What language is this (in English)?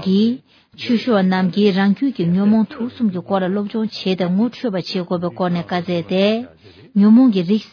Tibetan